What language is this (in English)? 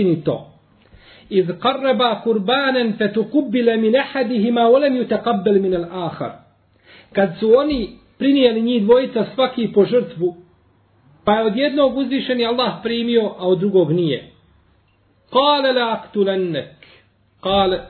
Bosnian